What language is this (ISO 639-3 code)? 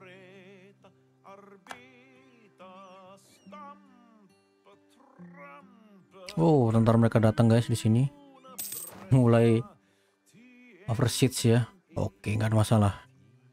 ind